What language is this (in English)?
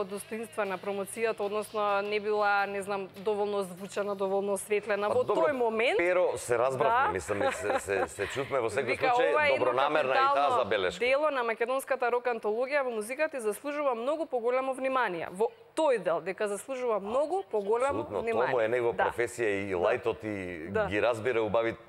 Macedonian